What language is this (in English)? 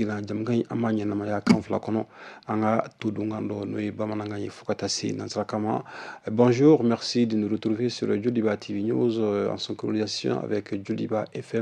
Bambara